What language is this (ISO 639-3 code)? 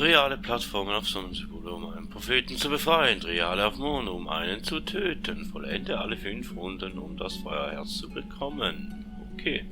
gsw